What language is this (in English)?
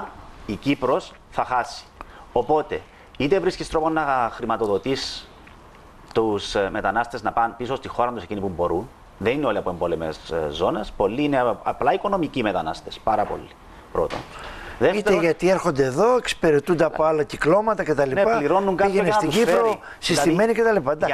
Greek